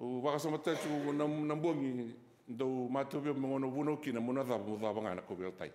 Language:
Fijian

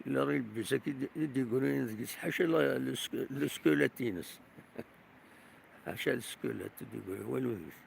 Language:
Kabyle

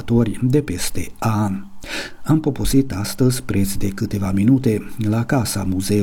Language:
Romanian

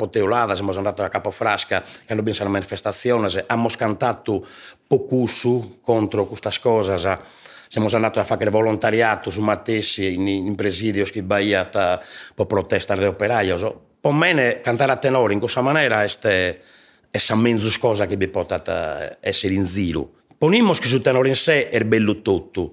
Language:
Sardinian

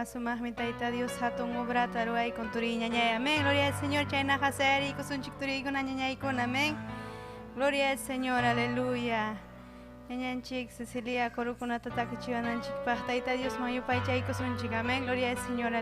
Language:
Ayacucho Quechua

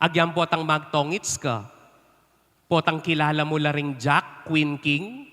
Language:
Pampanga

